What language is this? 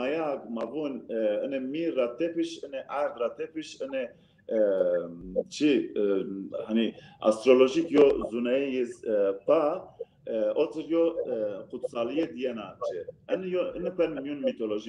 Zaza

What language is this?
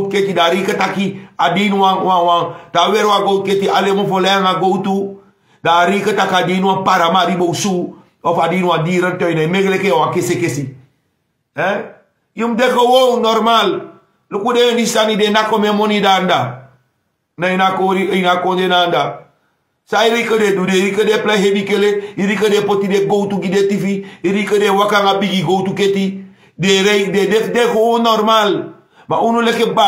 Sranan Tongo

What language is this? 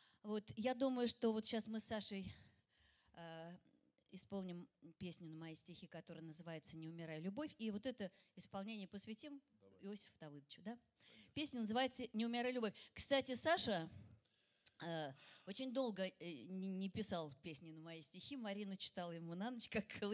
Russian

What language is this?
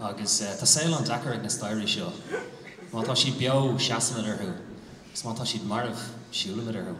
Irish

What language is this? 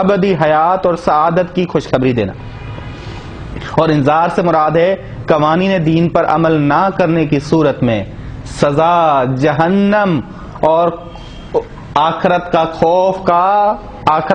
Urdu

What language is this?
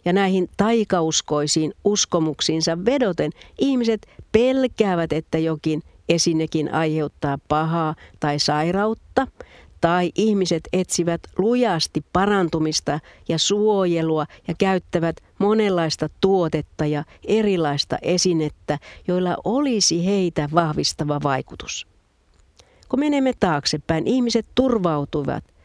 Finnish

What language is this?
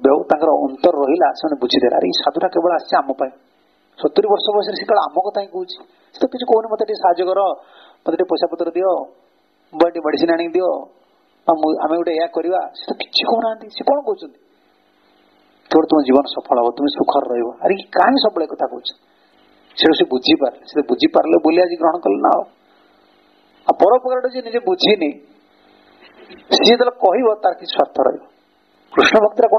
Odia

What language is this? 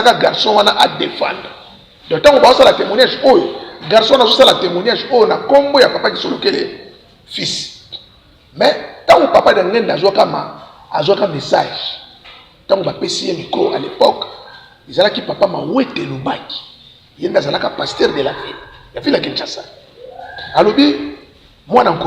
Lingala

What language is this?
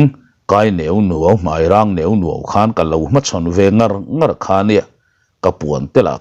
Mizo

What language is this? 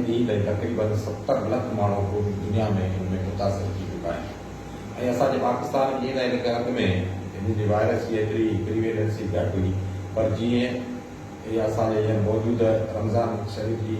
Sindhi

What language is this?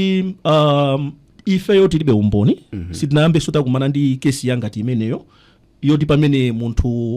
Nyanja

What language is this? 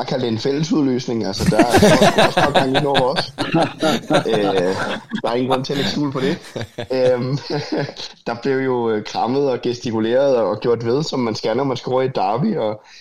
Danish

